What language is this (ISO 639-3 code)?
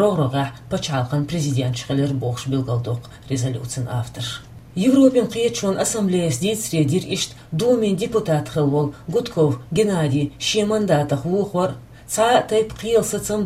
che